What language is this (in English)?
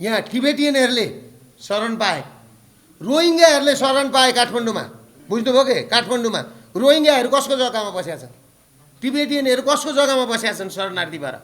Nepali